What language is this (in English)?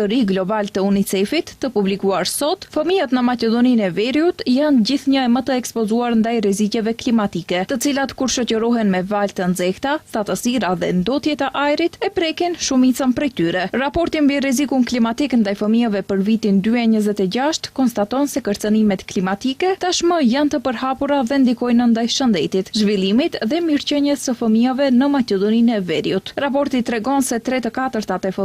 Albanian